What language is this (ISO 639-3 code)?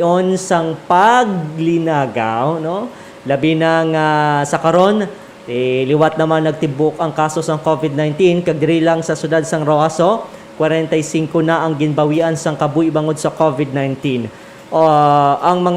hil